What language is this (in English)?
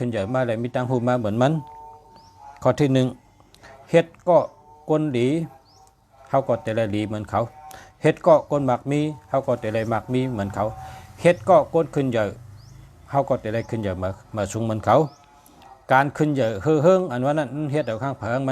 Shan